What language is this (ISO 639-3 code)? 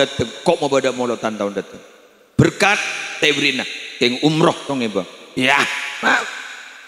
mad